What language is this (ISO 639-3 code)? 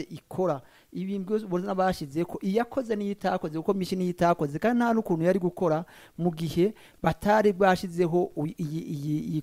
run